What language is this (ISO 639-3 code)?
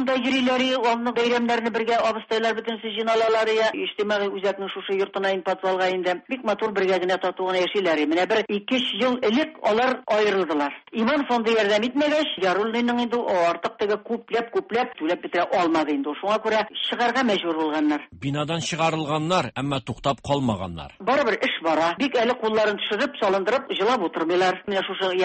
tat